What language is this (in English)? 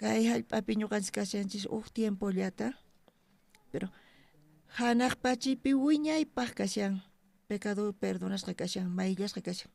South Bolivian Quechua